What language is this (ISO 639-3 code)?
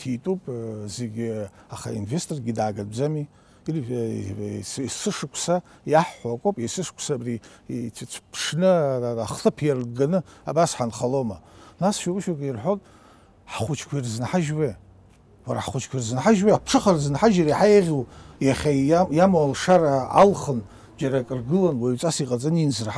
abk